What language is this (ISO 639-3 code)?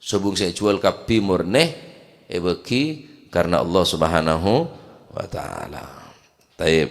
mad